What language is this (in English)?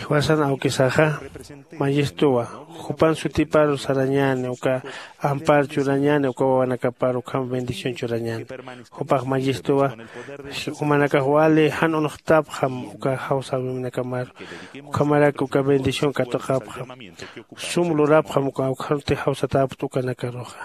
Aymara